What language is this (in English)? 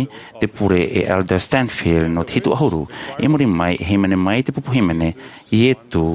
Tahitian